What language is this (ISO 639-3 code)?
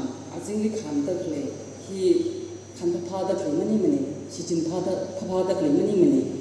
nmf